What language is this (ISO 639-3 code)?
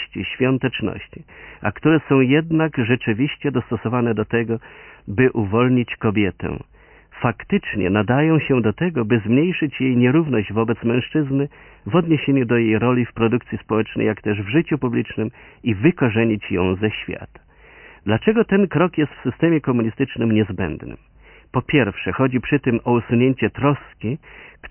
pol